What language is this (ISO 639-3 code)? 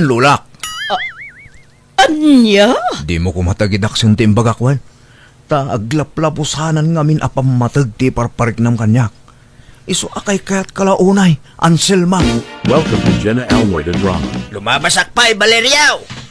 ilo